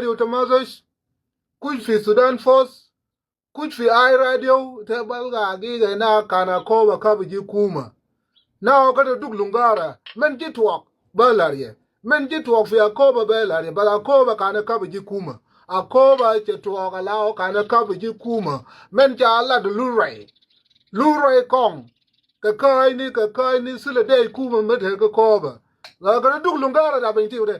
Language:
Nuer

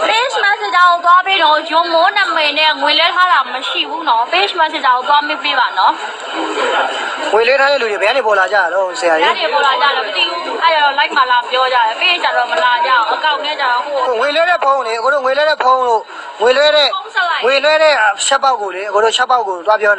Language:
Burmese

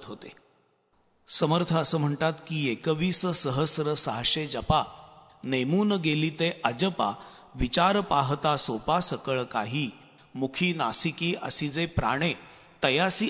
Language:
Marathi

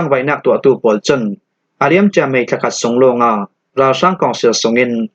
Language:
Falam Chin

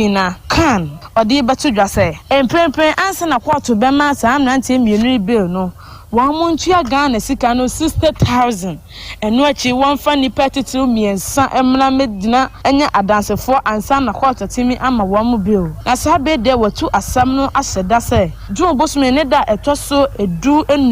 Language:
Akan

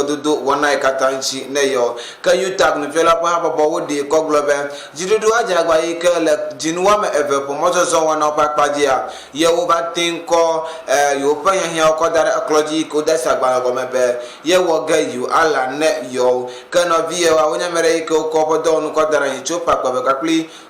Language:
Ewe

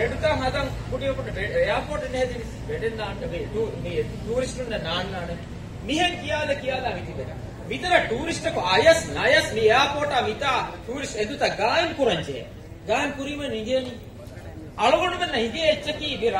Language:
Divehi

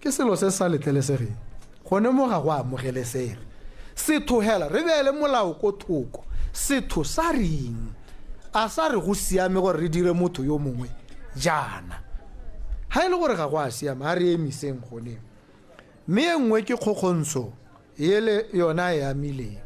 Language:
Tswana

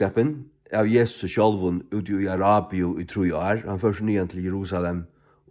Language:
Faroese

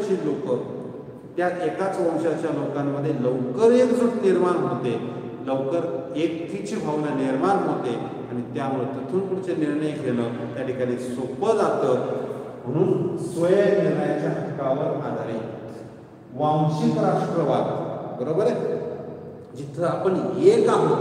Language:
Marathi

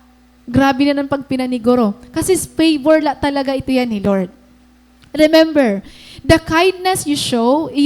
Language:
Waray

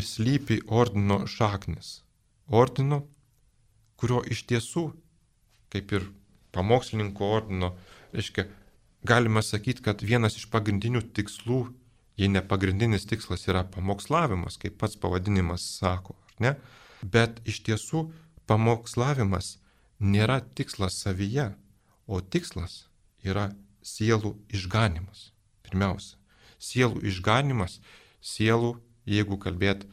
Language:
Lithuanian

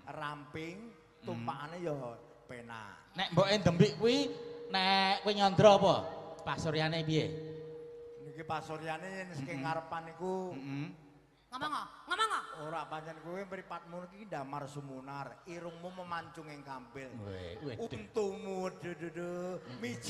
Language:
Javanese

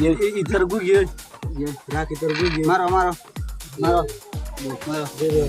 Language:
Rohingya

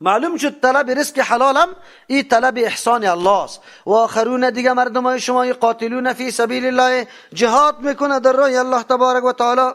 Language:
Persian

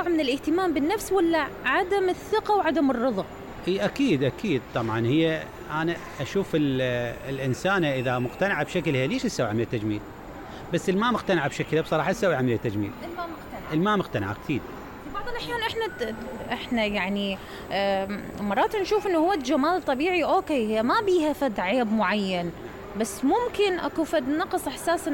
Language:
Mesopotamian Arabic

